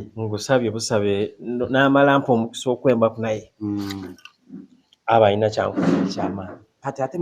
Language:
Soga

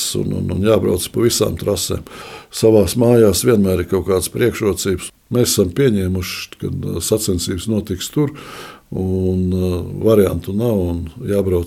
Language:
Latvian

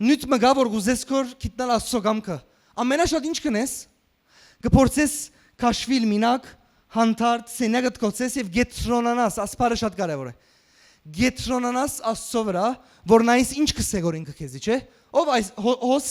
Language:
Western Armenian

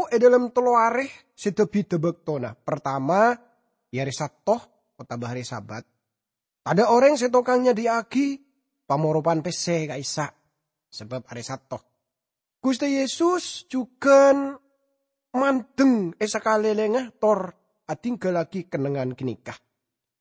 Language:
Madurese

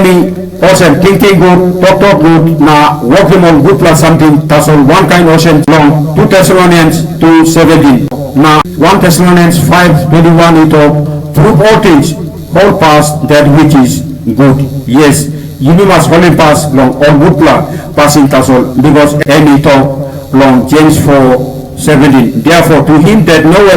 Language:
Tok Pisin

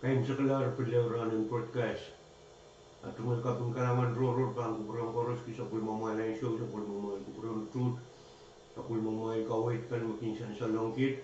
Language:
Pohnpeian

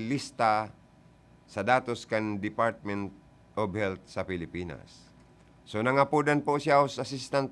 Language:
Bikol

